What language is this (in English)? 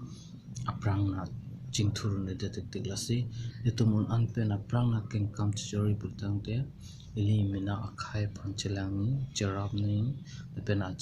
Karbi